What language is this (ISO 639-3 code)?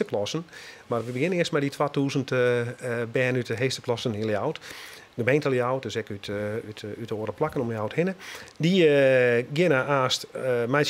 fry